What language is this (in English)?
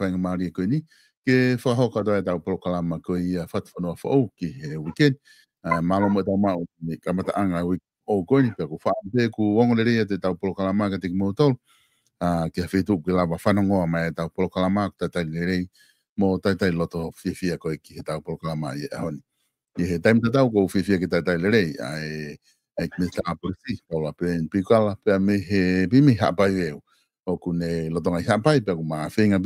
Tongan